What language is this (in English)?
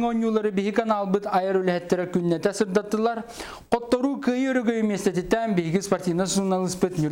Yakut